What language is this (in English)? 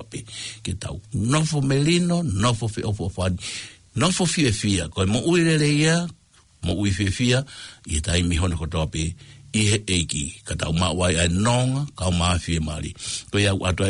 Tongan